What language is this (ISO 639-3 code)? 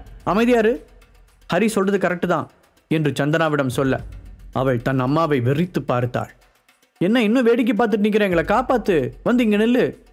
tam